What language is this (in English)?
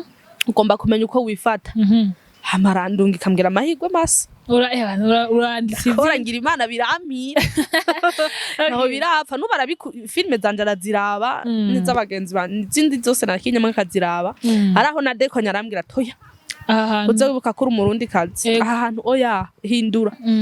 Rundi